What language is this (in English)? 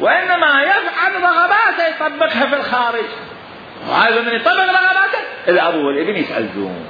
Mesopotamian Arabic